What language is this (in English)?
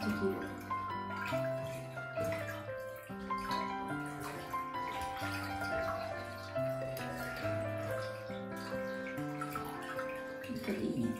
Japanese